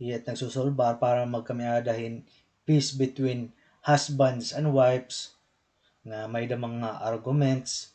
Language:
Waray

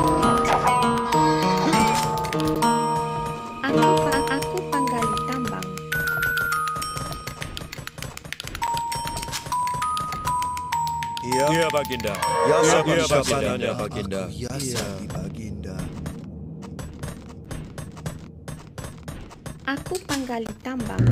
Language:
Malay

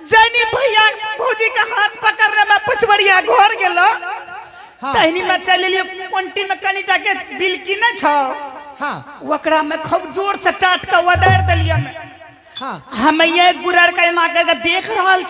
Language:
Angika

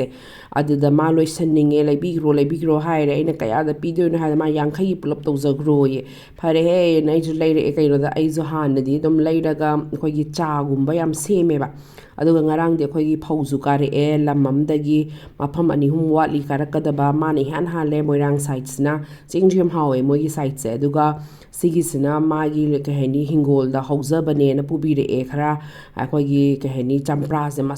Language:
Manipuri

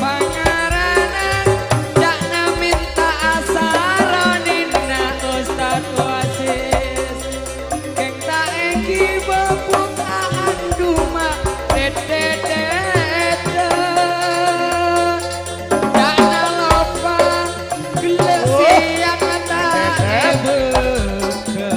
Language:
Madurese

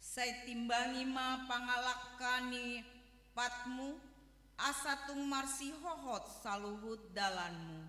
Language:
Batak Toba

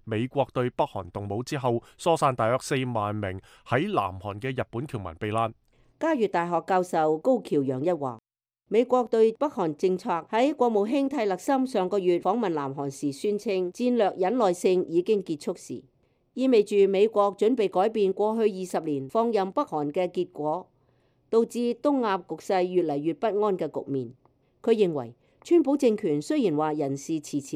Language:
Cantonese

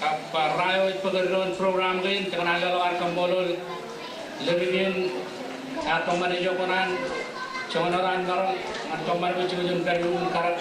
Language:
Marshallese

